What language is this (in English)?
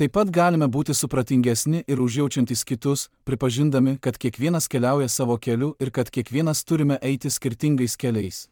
Lithuanian